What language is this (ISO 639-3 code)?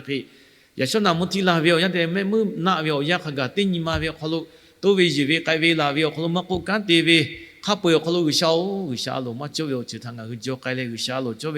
lhu